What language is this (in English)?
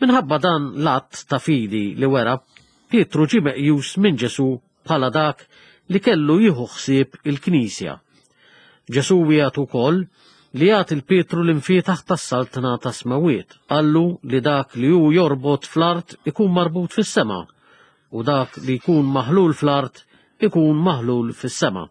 Maltese